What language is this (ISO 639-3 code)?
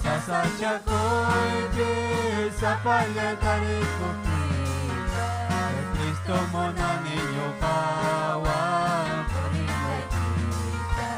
quy